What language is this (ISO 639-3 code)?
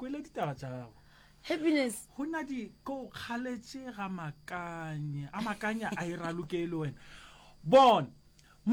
nso